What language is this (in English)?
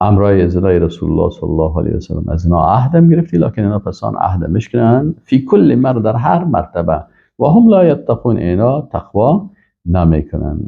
Persian